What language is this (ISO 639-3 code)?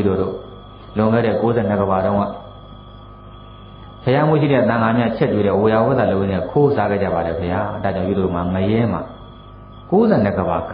mya